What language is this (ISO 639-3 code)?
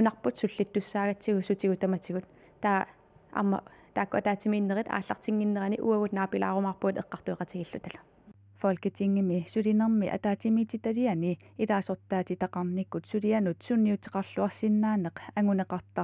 kal